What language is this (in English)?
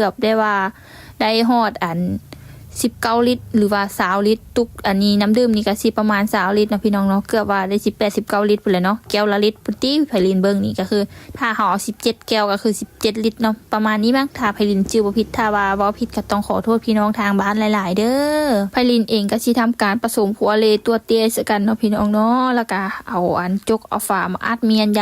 Lao